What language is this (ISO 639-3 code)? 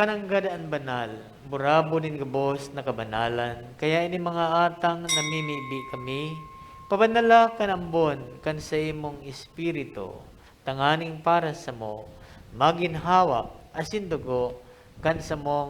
bik